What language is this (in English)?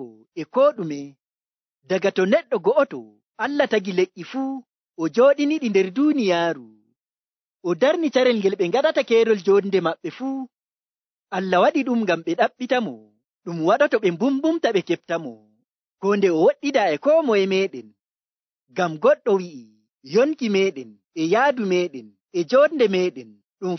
Nigerian Fulfulde